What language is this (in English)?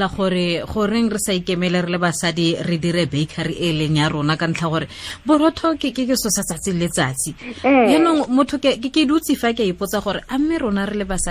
Tswana